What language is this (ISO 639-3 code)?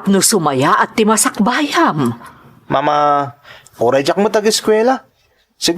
ilo